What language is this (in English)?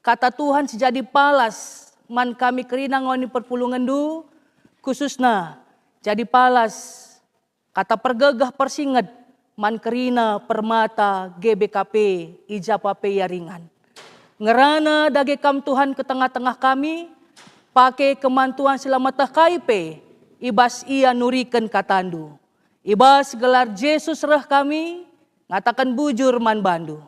Batak Karo